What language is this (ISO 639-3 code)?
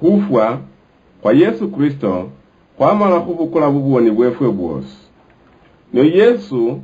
luy